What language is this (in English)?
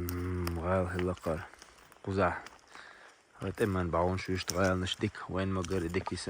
Chechen